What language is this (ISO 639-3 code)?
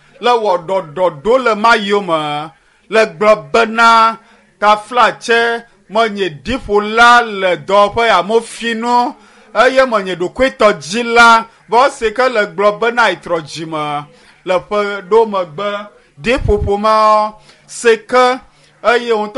ewe